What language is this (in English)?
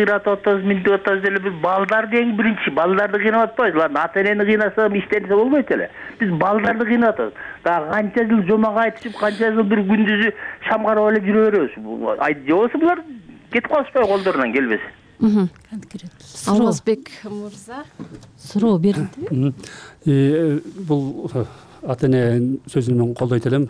Kyrgyz